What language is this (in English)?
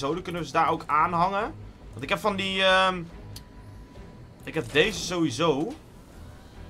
Dutch